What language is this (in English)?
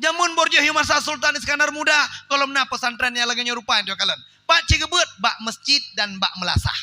Achinese